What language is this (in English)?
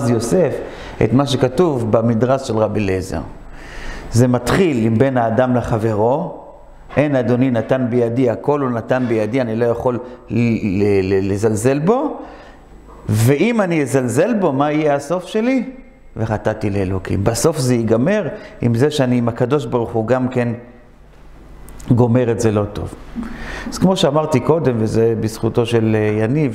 Hebrew